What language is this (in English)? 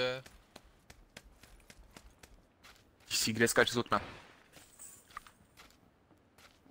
Czech